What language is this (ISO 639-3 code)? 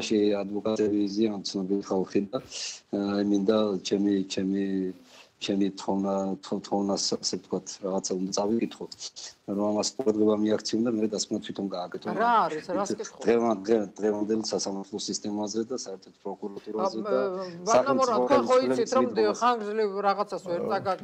kat